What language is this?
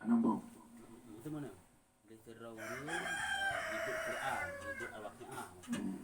Achinese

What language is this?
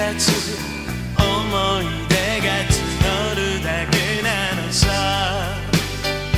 Japanese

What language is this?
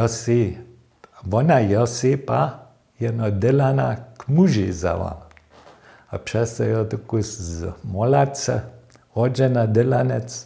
Upper Sorbian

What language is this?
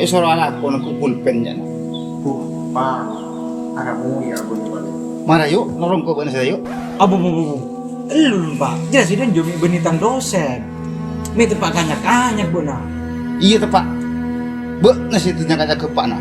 Madurese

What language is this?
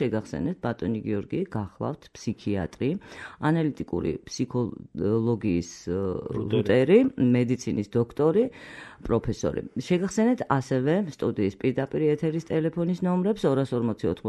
Georgian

